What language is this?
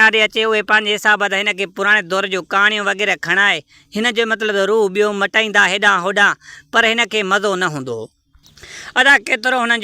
Sindhi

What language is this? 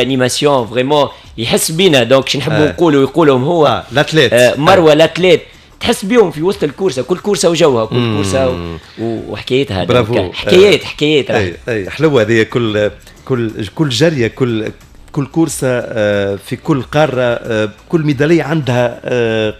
Tunisian Arabic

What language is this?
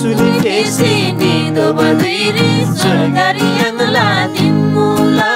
Eastern Tamang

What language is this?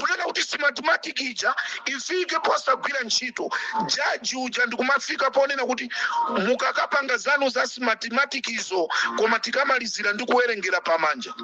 Nyanja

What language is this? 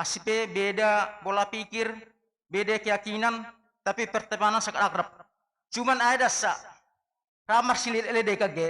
Batak Simalungun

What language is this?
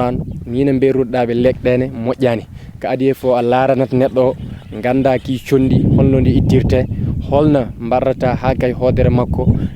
Fula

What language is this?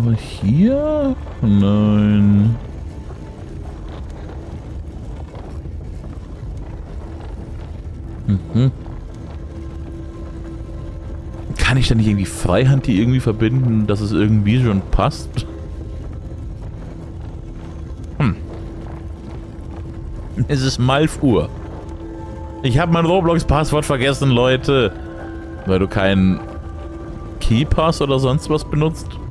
German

